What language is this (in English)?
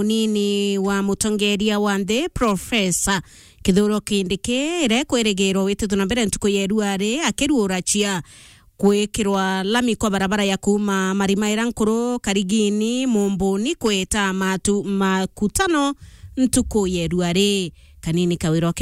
Meru